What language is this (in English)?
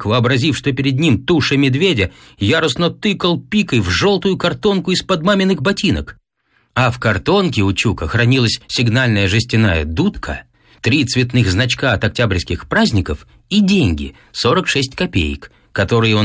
Russian